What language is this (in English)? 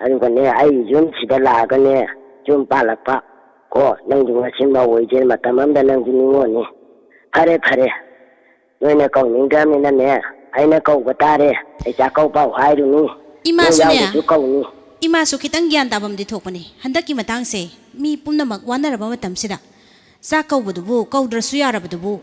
Manipuri